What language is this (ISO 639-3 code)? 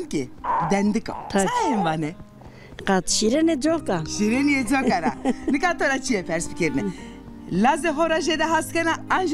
zza